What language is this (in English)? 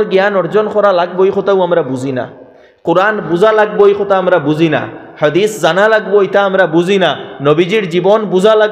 Sylheti